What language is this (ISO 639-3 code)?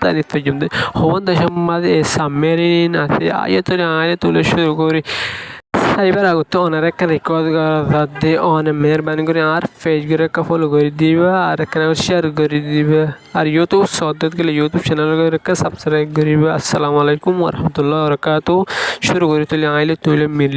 rhg